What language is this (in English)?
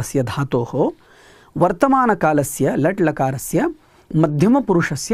Sanskrit